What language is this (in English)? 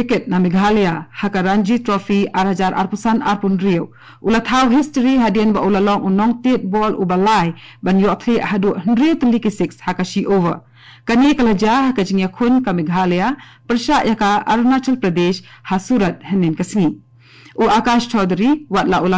Khasi